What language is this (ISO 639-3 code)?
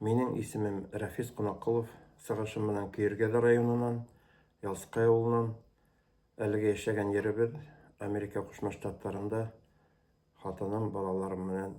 bak